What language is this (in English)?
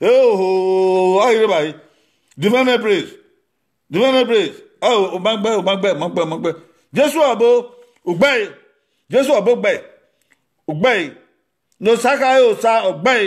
Bini